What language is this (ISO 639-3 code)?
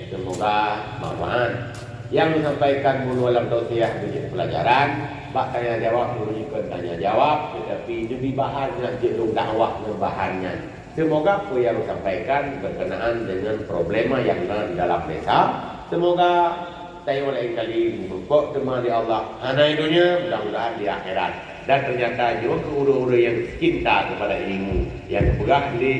ace